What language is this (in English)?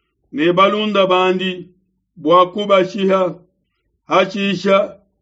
Luba-Lulua